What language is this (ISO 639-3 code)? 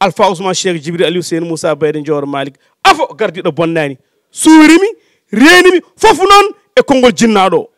ful